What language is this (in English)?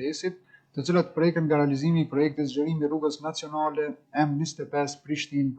Albanian